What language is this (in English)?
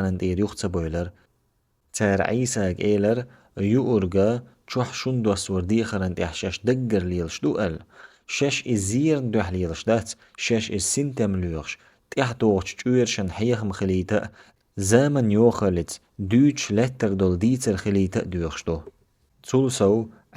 Chechen